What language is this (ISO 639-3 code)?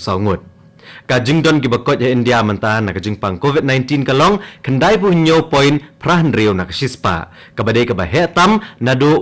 kha